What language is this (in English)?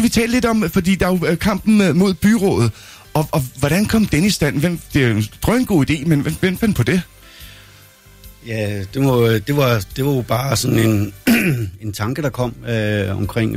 Danish